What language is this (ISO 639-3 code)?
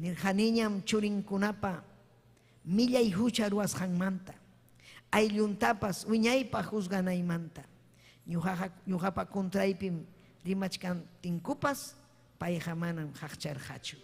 quy